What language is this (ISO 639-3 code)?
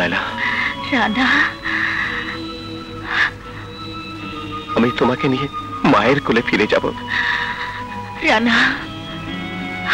ben